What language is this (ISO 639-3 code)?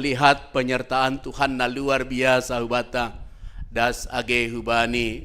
bts